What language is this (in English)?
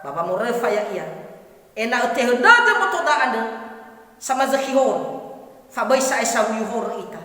Nias